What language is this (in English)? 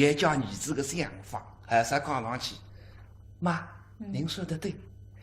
Wu Chinese